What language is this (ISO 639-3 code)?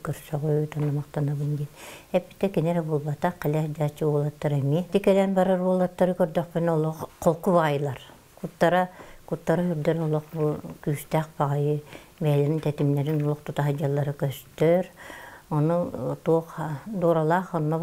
sah